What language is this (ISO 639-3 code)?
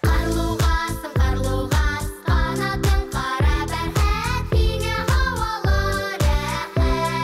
bak